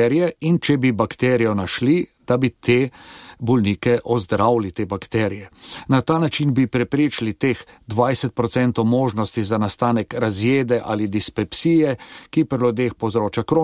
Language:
Slovenian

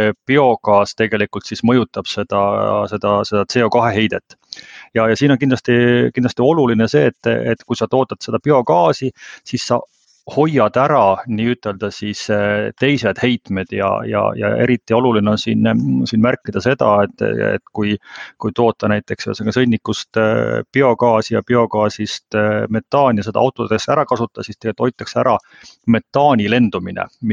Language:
Estonian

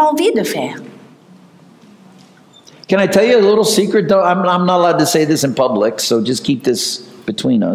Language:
French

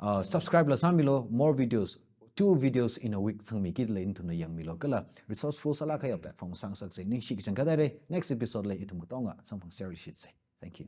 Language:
Tangkhul Naga (India)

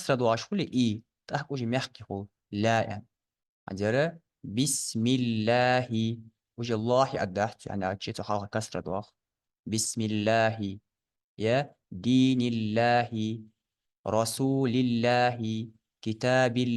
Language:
Ingush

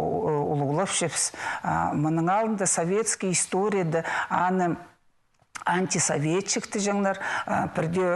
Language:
Khakas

